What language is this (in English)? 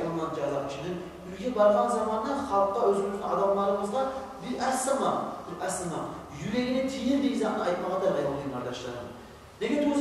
Kumyk